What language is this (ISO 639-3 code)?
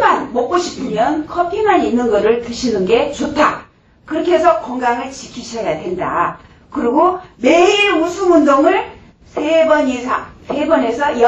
kor